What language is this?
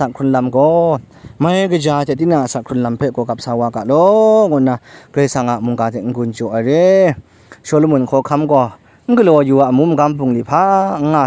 Kachin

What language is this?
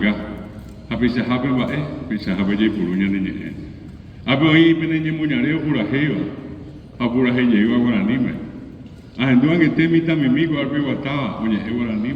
Guarani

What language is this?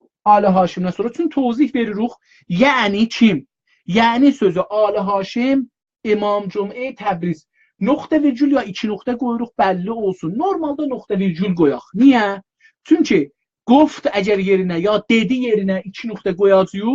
South Azerbaijani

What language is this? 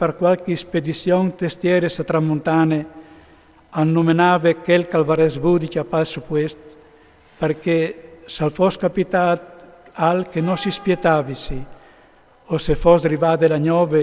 Friulian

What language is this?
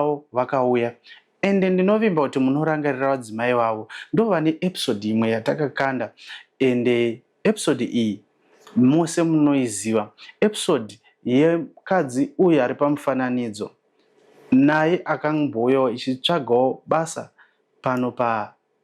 Shona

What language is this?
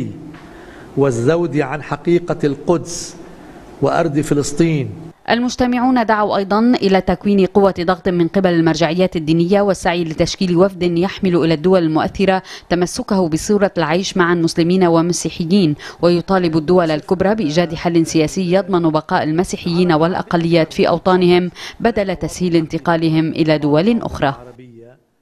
Arabic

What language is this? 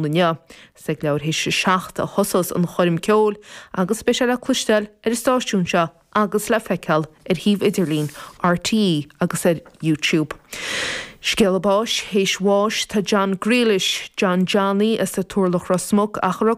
Irish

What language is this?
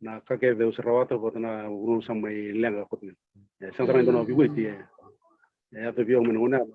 Fijian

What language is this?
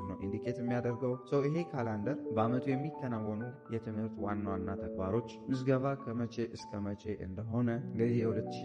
Amharic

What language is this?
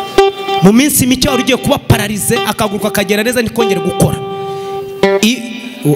Kinyarwanda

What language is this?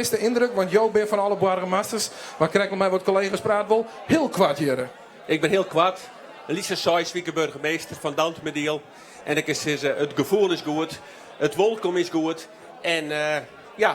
Western Frisian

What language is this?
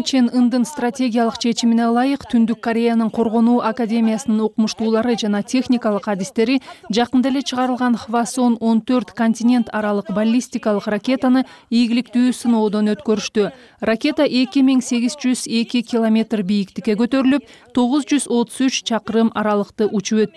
Kyrgyz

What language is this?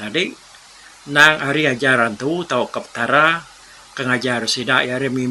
Iban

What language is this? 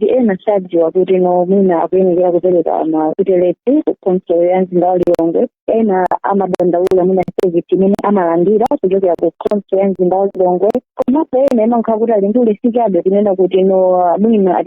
Nyanja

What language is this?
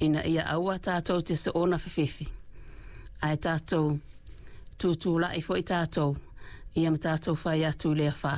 Samoan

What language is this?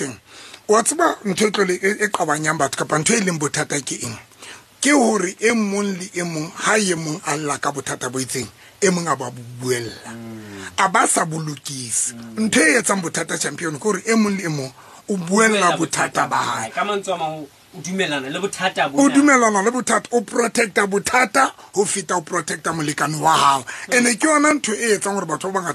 Southern Sotho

